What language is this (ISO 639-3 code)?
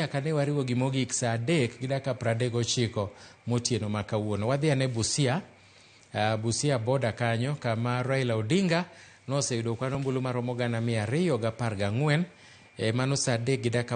luo